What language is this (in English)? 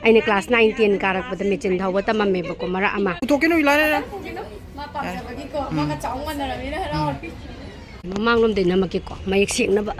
Manipuri